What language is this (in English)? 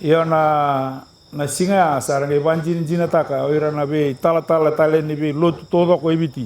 Fijian